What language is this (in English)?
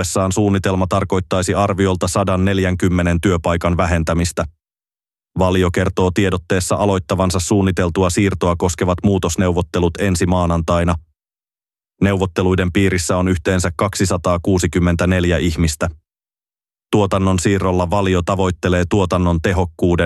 Finnish